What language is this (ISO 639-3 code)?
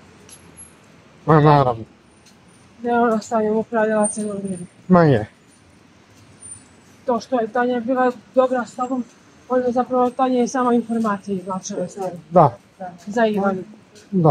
hrv